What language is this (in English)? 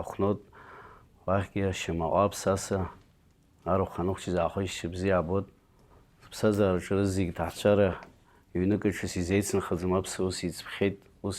Abkhazian